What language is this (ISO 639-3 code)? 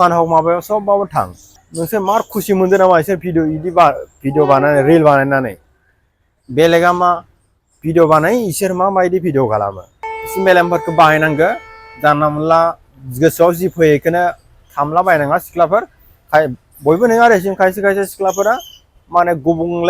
brx